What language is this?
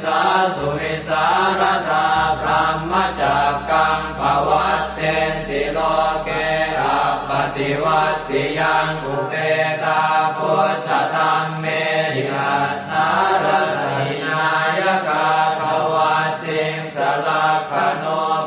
Pali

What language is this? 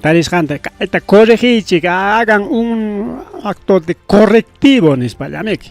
Ayacucho Quechua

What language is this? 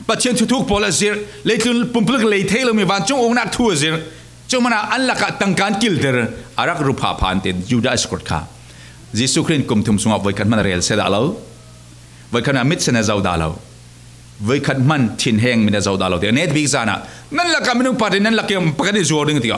Falam Chin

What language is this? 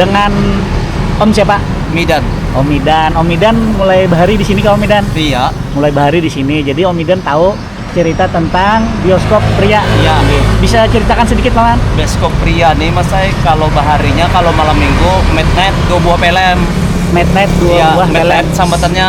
Banjar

